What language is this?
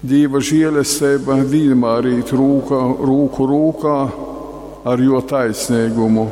Latgalian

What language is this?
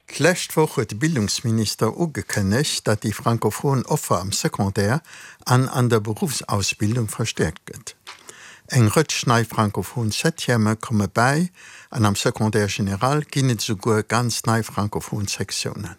Luxembourgish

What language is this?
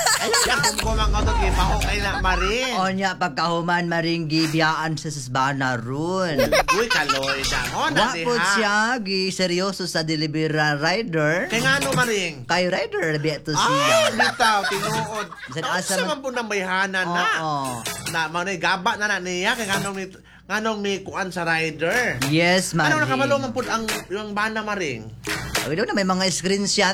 Cebuano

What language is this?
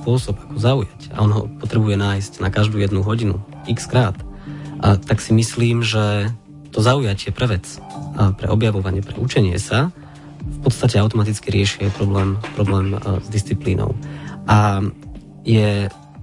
Slovak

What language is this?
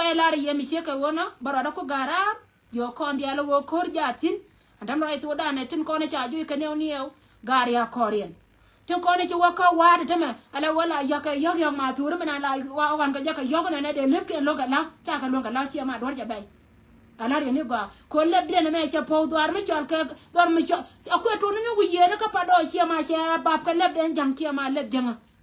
Nuer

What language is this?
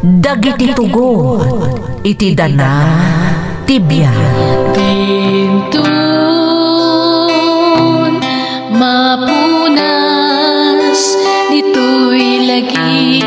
Iloko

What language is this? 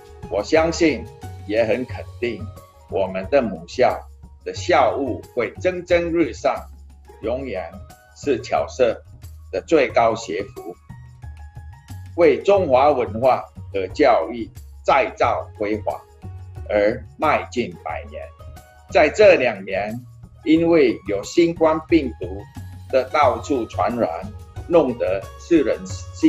Chinese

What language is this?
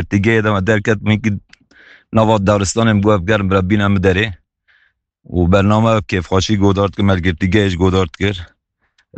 Kurdish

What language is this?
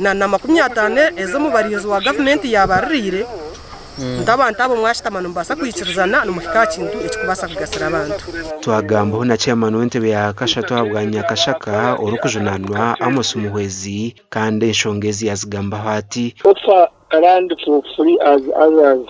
Nyankole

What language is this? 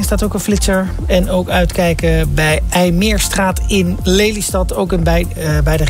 Dutch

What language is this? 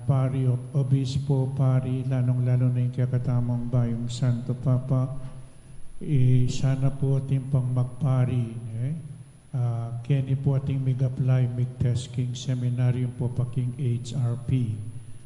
Pampanga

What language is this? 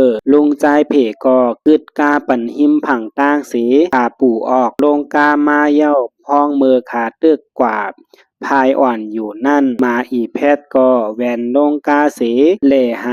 Shan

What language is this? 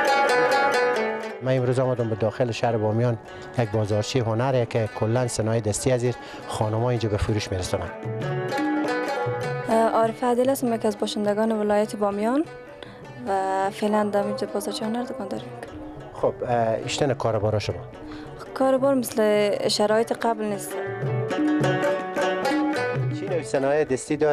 Persian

